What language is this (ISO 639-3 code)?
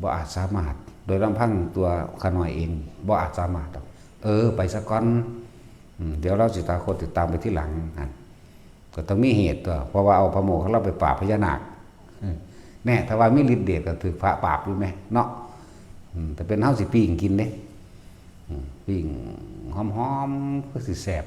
tts